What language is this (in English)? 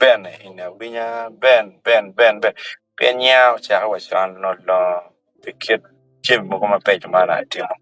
Acoli